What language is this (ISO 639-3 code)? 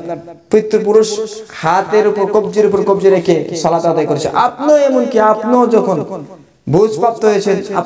ben